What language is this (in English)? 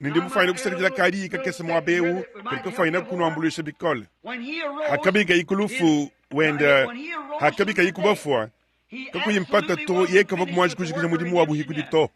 Luba-Lulua